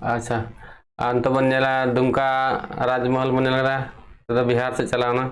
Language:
Santali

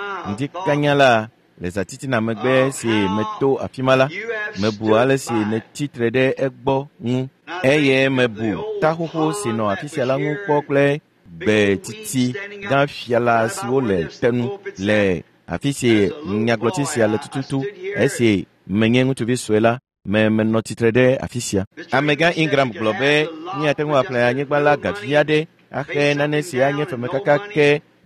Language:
Ewe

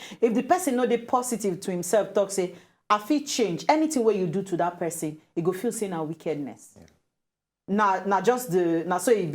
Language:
Nigerian Pidgin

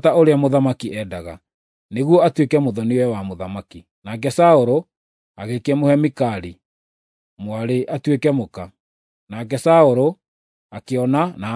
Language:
Kikuyu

